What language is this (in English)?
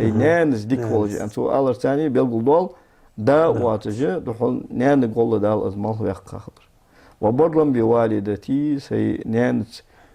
Ingush